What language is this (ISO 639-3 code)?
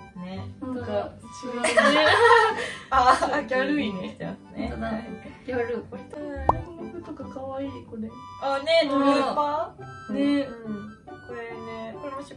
jpn